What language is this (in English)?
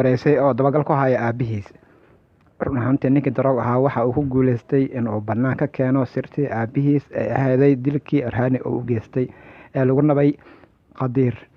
Somali